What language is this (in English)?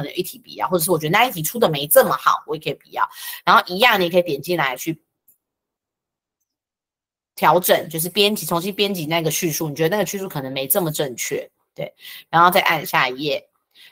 Chinese